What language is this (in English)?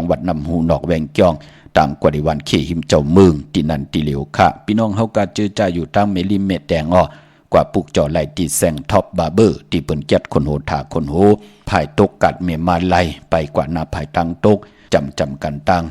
Shan